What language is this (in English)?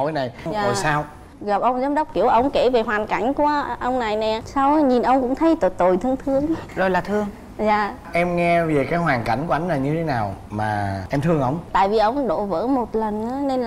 Vietnamese